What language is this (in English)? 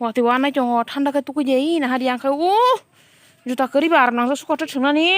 Kok Borok